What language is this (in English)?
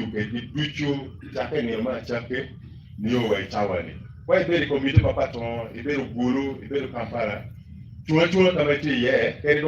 Acoli